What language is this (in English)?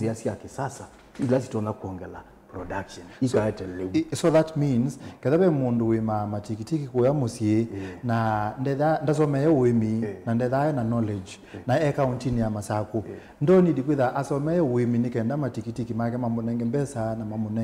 Kamba